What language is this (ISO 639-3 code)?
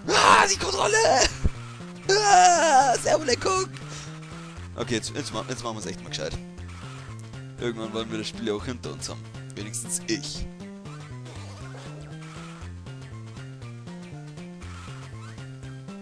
deu